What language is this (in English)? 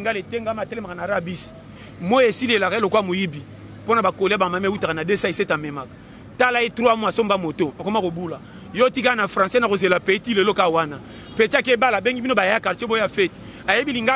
Lingala